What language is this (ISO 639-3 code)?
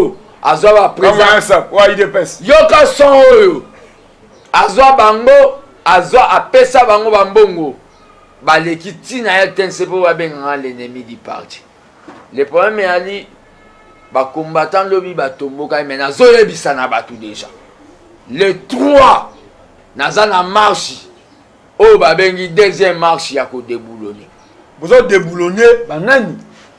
lin